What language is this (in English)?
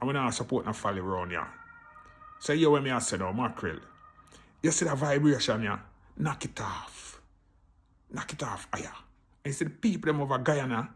Jamaican Creole English